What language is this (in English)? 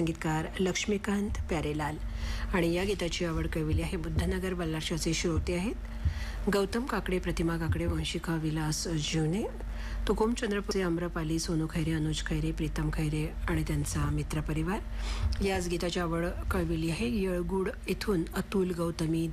Marathi